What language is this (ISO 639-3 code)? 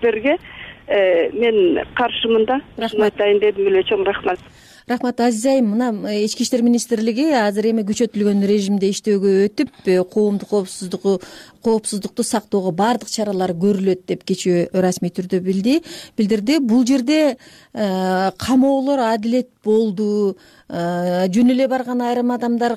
kir